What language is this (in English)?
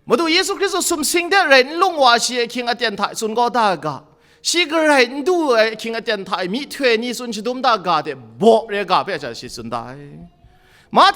Kachin